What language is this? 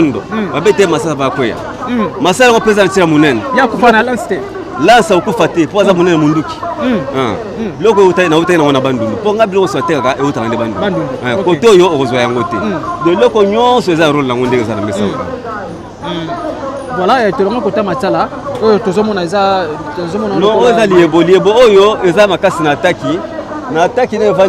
Lingala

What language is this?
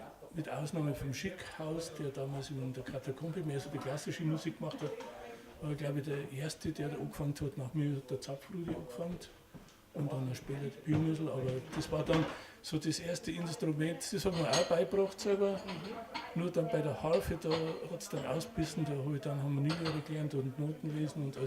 Bavarian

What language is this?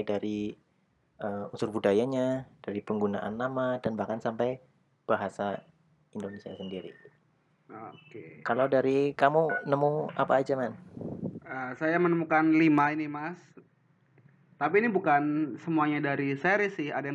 Indonesian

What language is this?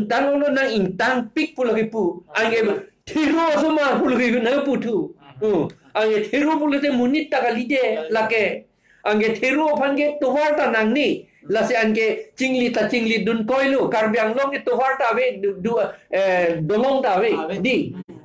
Karbi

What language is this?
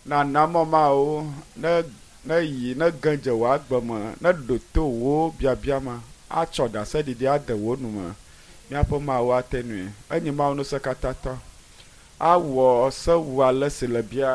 Ewe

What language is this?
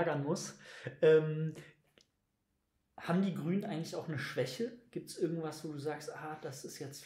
German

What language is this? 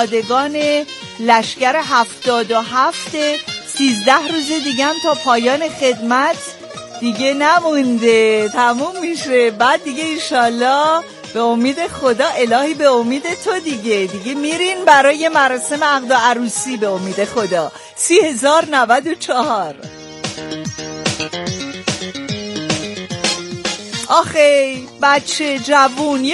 Persian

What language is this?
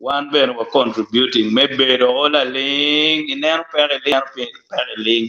Acoli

